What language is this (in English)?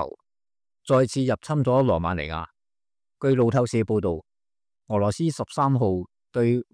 Cantonese